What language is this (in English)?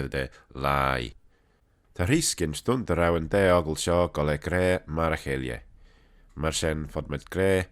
Manx